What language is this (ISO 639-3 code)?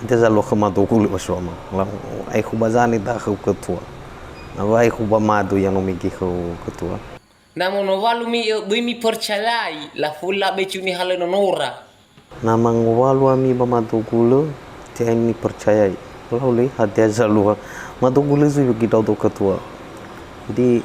nia